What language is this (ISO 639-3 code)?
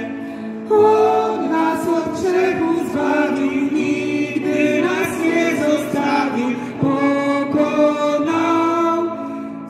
pol